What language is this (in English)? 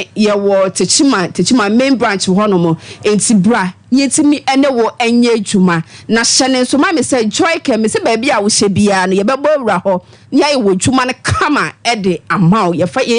Akan